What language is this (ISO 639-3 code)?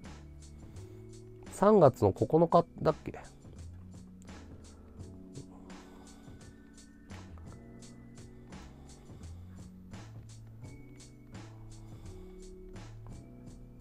jpn